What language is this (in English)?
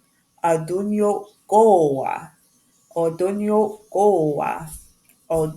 Mohawk